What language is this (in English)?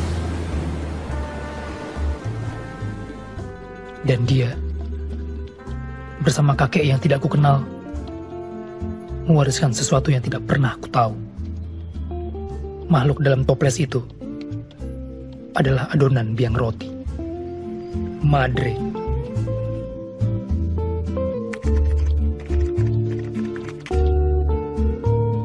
Indonesian